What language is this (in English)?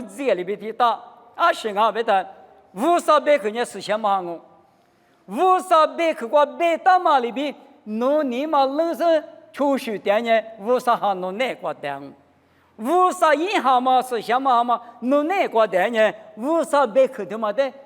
Lisu